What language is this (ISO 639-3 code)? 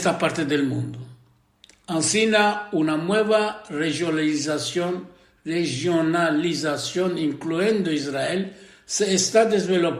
lad